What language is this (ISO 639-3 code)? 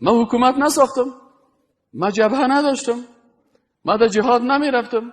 fas